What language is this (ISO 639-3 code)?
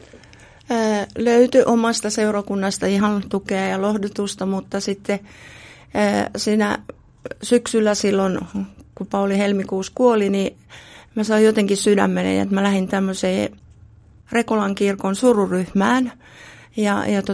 fin